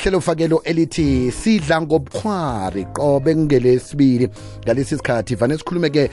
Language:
South Ndebele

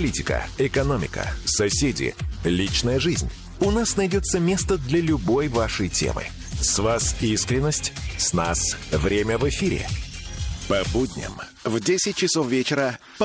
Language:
Russian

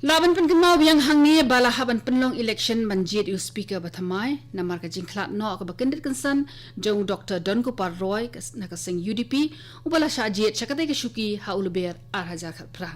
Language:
Khasi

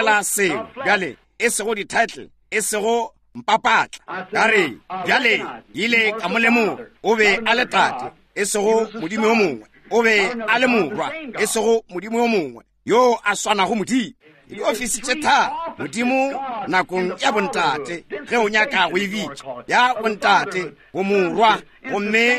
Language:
Northern Sotho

